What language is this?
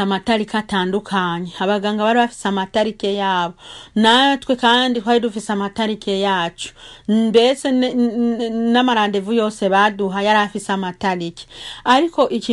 Rundi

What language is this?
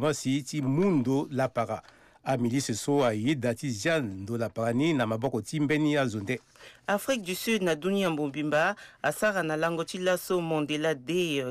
Sango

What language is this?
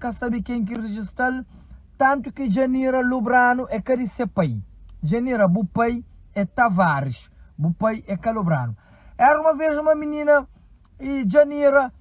Kabuverdianu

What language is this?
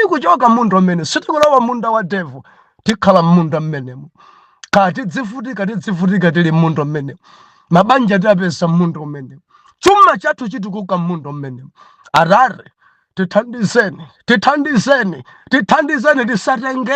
Nyanja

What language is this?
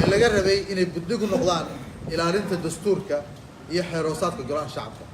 Somali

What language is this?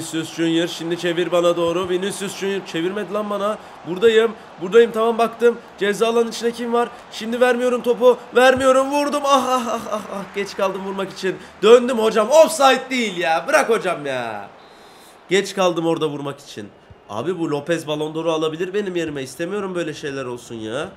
Turkish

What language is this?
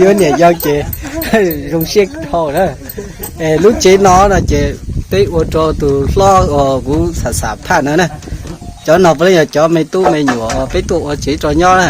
Hmong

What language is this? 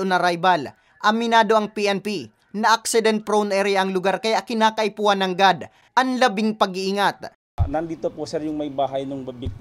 Bikol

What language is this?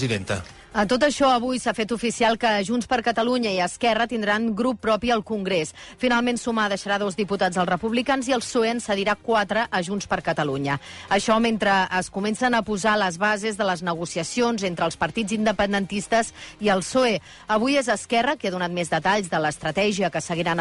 Catalan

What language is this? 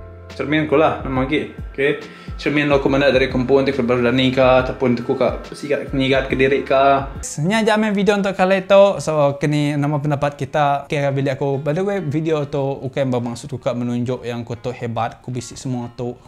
Iban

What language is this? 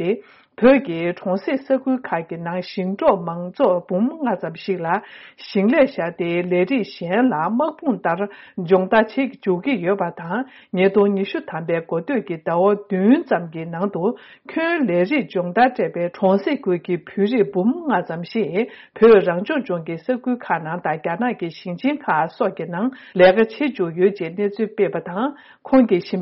Tibetan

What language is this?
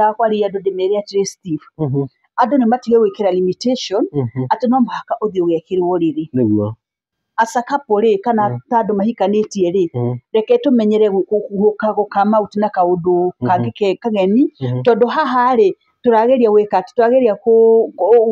Kikuyu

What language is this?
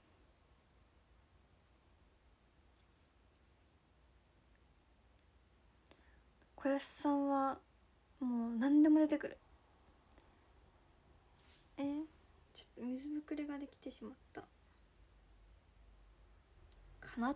Japanese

